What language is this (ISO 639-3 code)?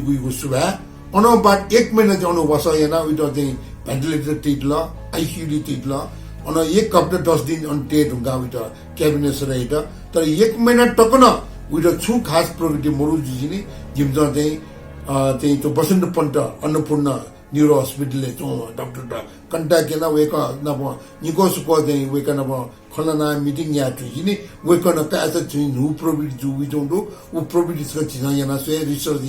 new